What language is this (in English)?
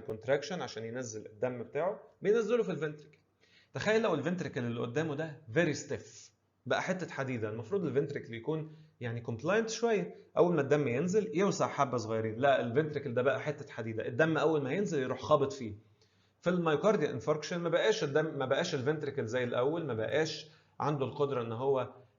Egyptian Arabic